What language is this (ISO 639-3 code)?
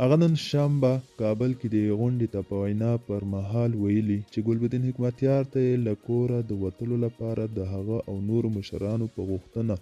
pus